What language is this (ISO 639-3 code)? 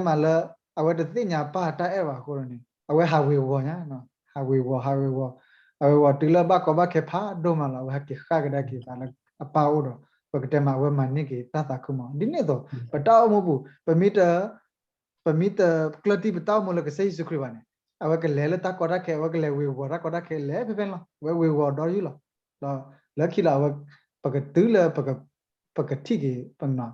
ksw